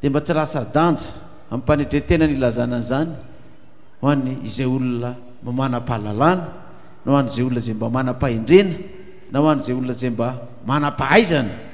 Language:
Malagasy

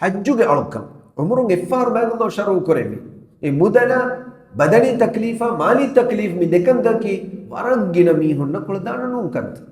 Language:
Divehi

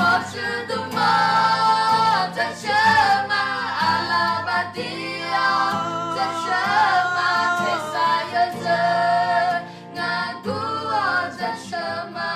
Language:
Akha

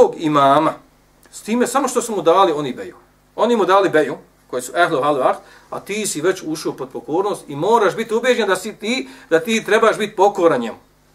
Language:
Bosnian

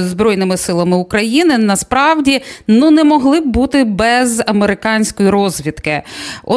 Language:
Ukrainian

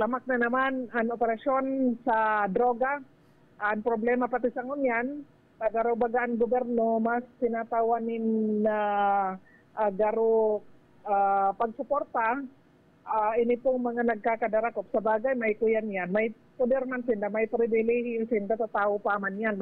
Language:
Bikol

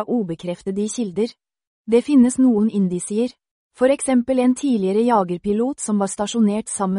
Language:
Norwegian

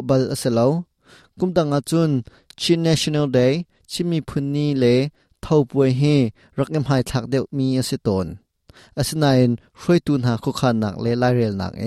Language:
Hakha Chin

